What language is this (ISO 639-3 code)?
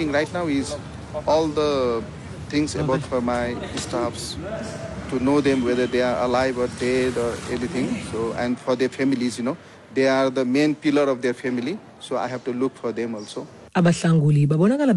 xho